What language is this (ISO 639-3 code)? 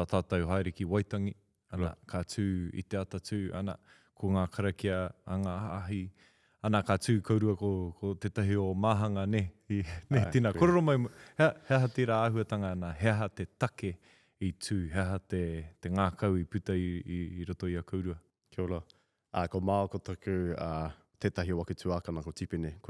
mri